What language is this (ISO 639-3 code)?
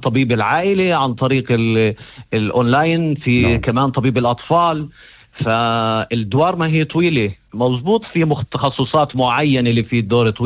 apc